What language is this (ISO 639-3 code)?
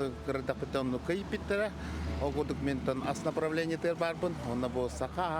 sah